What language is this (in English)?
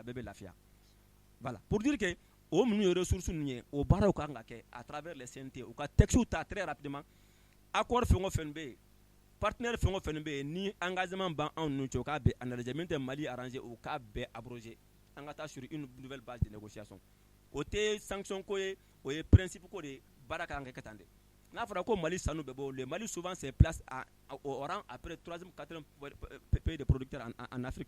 Bambara